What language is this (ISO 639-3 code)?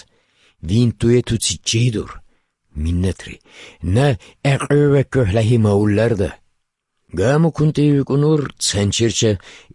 ava